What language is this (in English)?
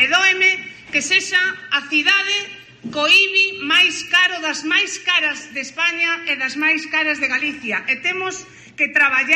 Galician